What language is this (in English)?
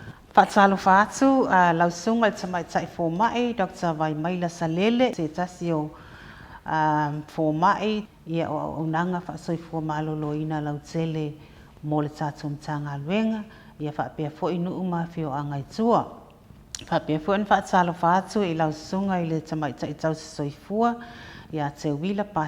Samoan